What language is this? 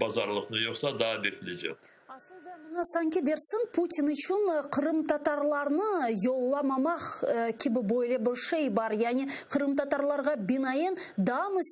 Crimean Tatar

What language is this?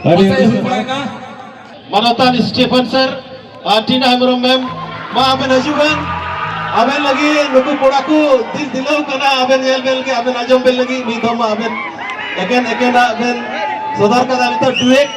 Santali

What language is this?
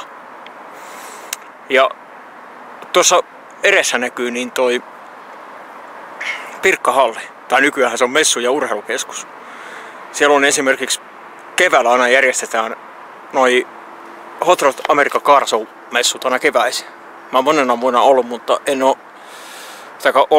Finnish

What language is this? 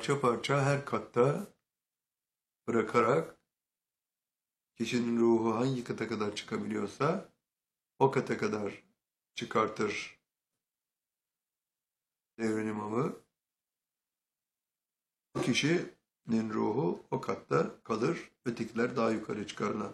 Turkish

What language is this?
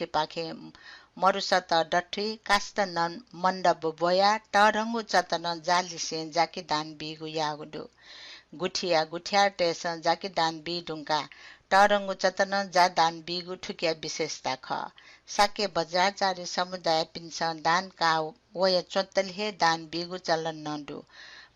Newari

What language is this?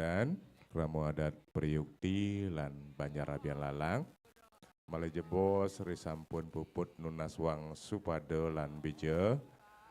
Balinese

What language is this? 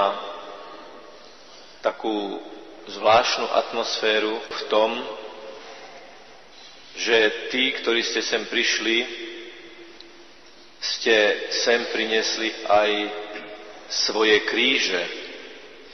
Slovak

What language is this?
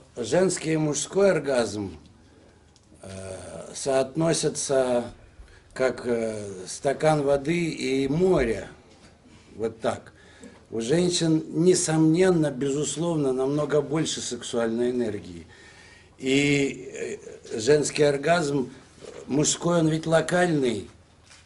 Russian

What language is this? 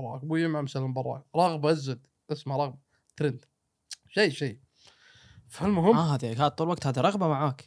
Gulf Arabic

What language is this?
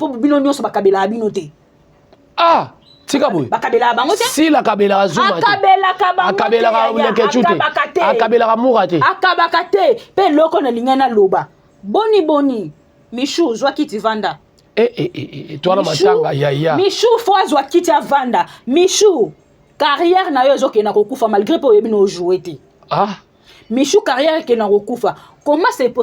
Lingala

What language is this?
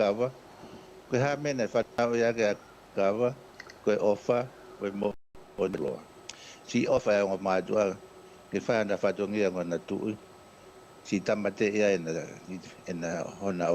Tongan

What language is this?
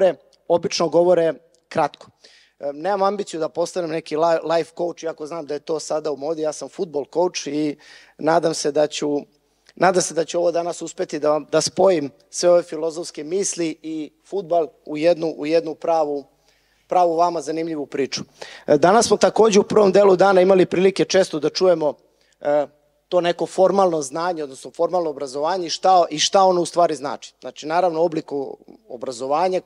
Serbian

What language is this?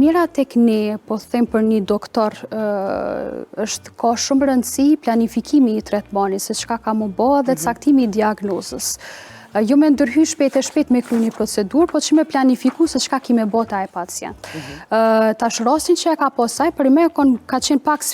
Albanian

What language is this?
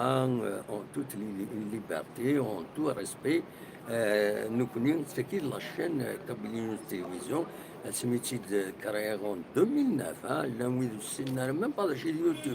Kabyle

